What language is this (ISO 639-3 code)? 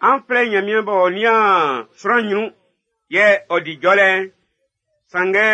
bci